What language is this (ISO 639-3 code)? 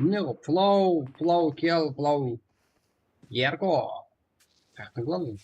kaa